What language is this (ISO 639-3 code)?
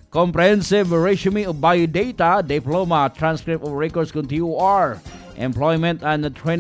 fil